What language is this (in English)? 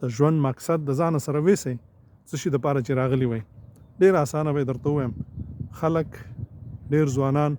Pashto